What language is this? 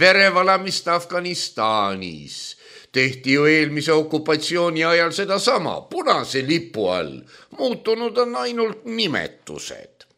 Estonian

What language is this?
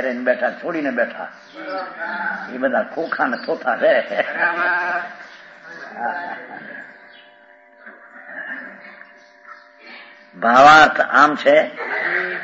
Gujarati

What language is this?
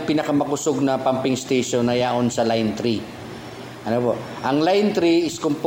Bikol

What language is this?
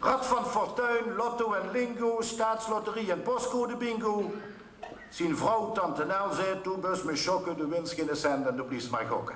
Limburgish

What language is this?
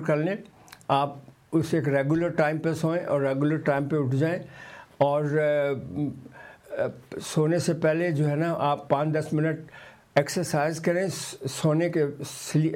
Urdu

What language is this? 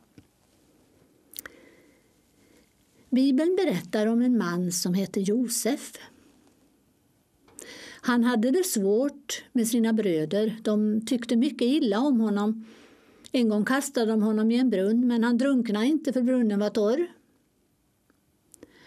Swedish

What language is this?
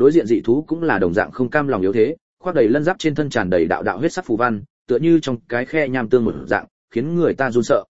Vietnamese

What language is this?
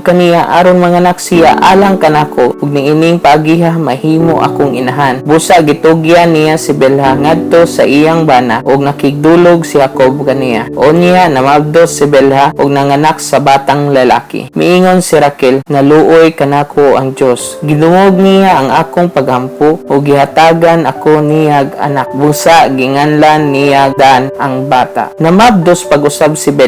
Cebuano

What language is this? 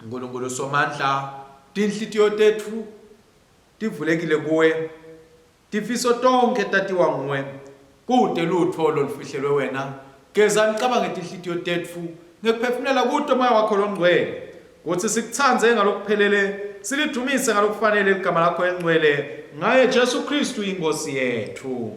Swati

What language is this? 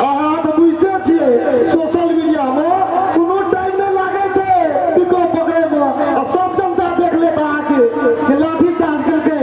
Maithili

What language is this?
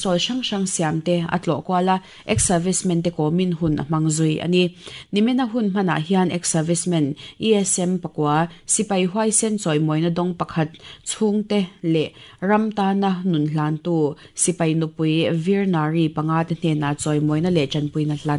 Mizo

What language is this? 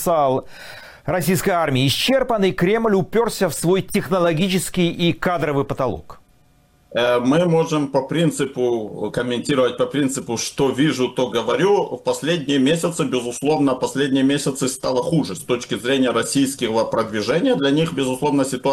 Russian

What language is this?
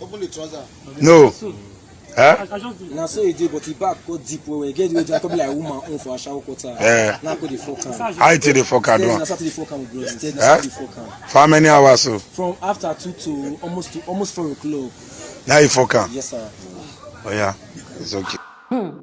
Nigerian Pidgin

